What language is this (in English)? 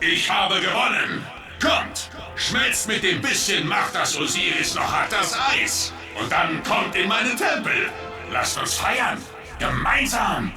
Bavarian